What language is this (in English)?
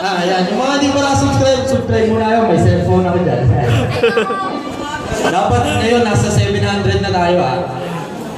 Filipino